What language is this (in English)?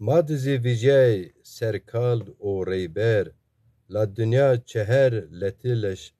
Zaza